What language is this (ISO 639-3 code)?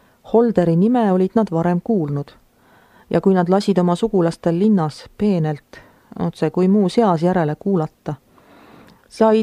est